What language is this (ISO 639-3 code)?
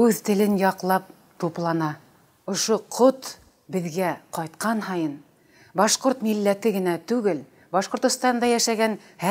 bak